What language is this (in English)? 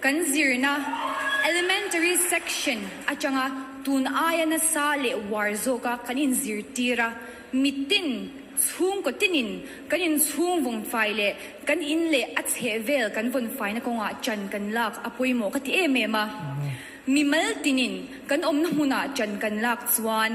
Mizo